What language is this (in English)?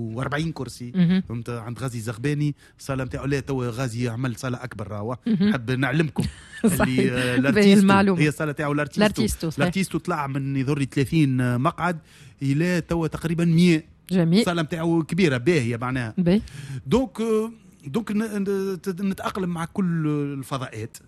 Tunisian Arabic